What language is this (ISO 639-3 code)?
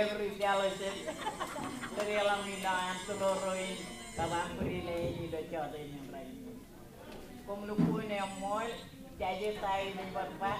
mah